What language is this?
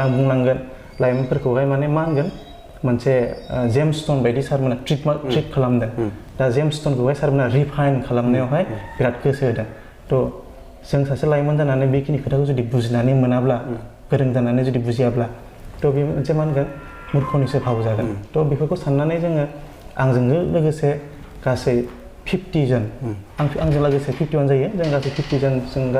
Bodo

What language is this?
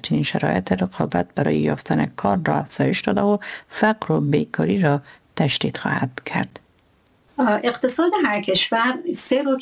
Persian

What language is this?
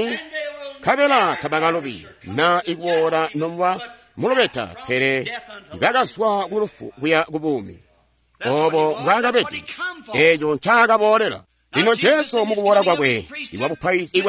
Tonga (Zambia)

